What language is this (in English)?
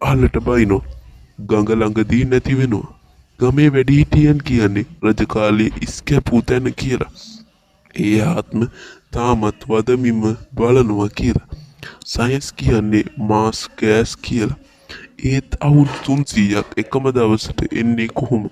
Sinhala